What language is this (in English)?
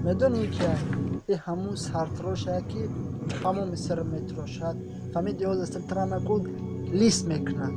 Tajik